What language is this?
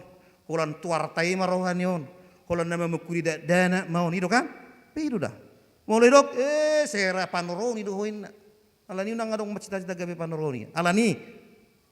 Batak Toba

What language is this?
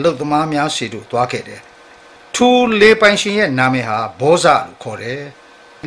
Burmese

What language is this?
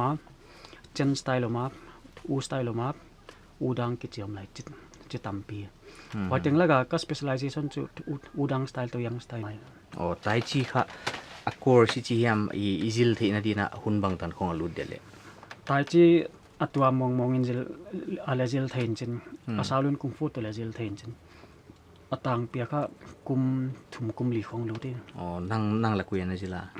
Paite Chin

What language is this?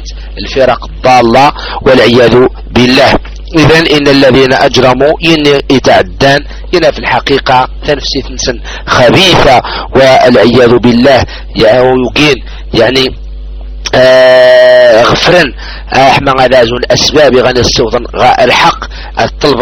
Arabic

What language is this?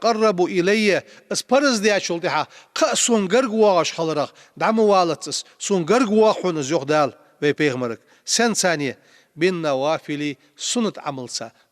Ingush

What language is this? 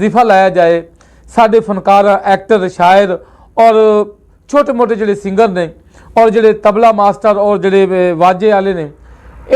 Western Panjabi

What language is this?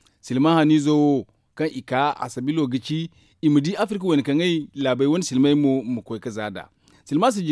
Zarma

